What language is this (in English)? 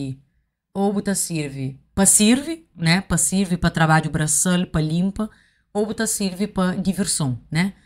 Kabuverdianu